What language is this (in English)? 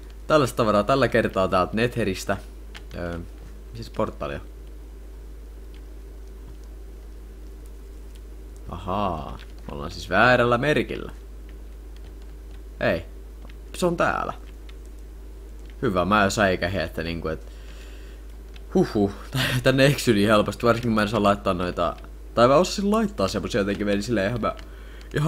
Finnish